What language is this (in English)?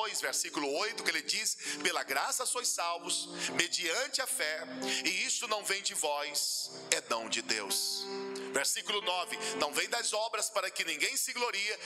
Portuguese